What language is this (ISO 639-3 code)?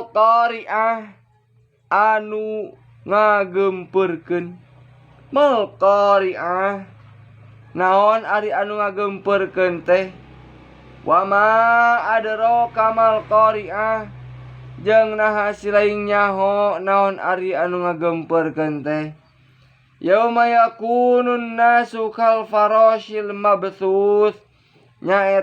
sun